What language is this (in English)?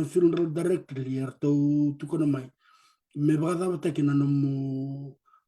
Fijian